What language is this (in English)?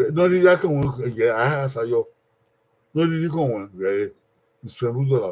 Bini